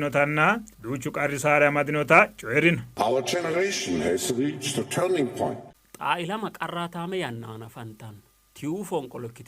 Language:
Sidamo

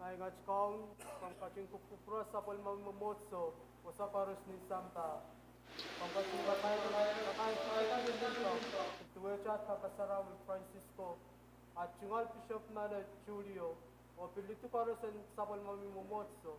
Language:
Pohnpeian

